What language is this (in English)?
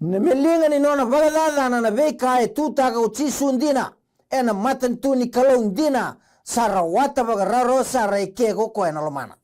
Fijian